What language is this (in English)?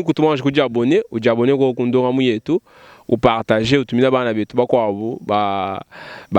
Luba-Lulua